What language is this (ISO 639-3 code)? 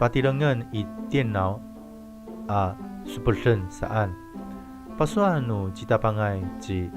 ami